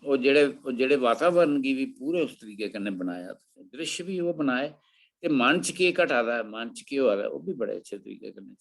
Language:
Dogri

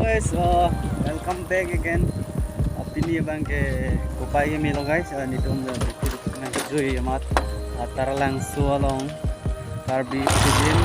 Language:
Karbi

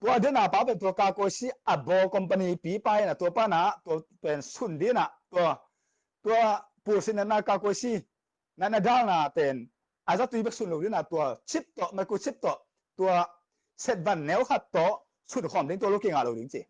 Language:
Tedim Chin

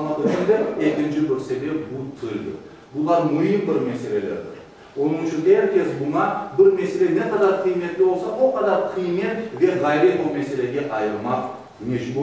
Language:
Crimean Tatar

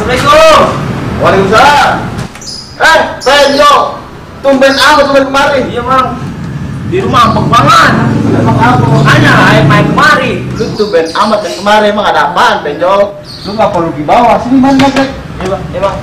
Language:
Betawi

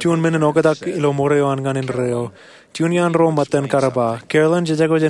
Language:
Marshallese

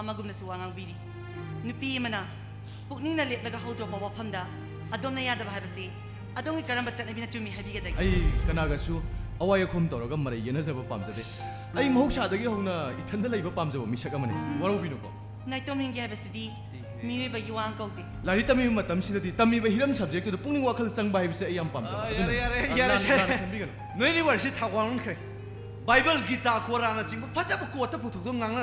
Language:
Manipuri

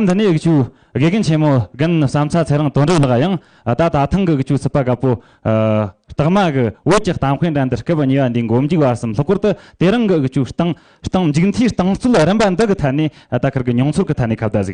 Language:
Amdo Tibetan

